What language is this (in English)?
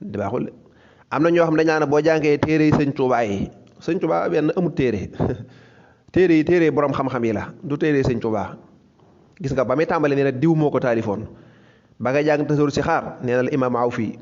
Wolof